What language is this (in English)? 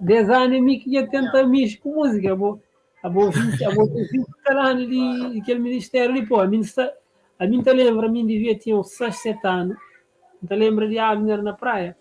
Kabuverdianu